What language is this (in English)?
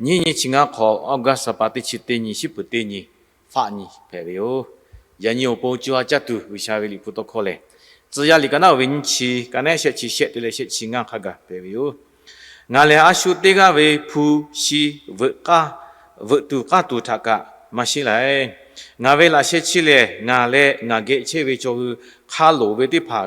Lahu